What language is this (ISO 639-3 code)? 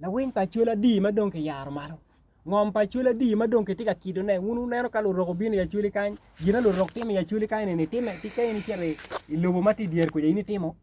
ach